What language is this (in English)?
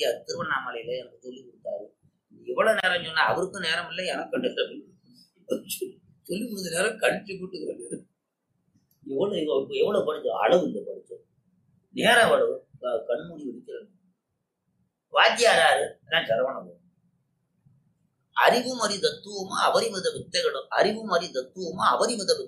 Tamil